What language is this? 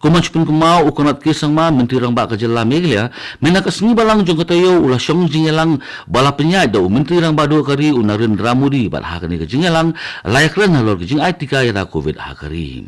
Khasi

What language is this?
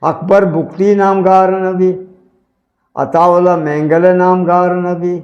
Eastern Balochi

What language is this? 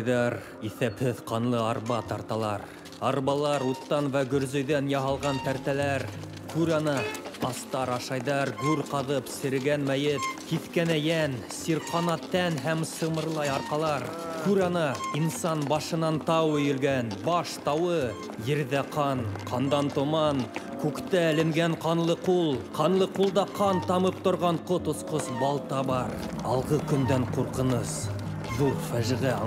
Bashkir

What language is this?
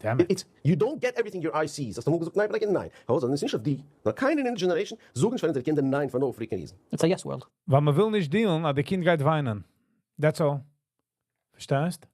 Yiddish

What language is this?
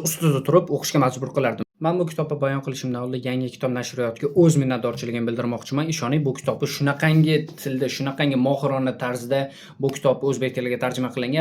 Uzbek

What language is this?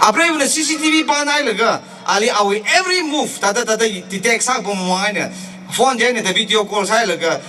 Tangkhul Naga (India)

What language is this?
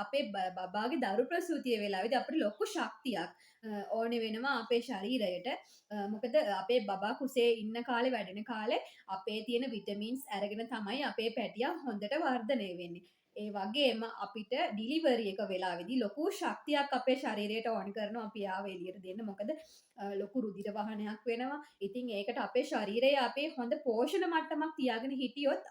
Sinhala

